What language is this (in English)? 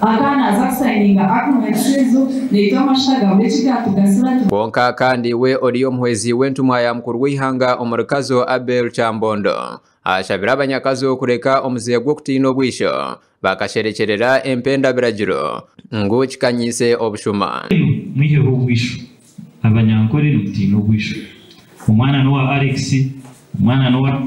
Nyankole